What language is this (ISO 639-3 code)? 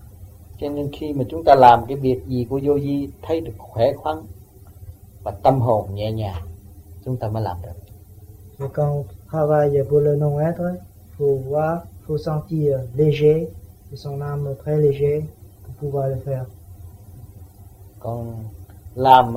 vie